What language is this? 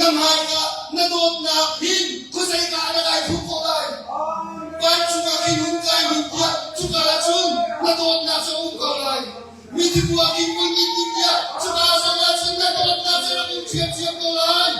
Hakha Chin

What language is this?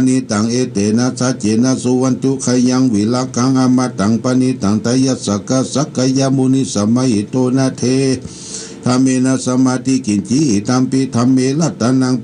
Pali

